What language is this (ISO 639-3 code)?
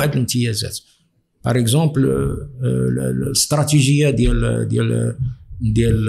ary